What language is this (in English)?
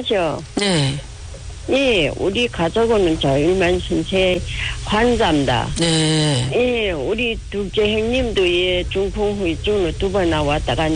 Korean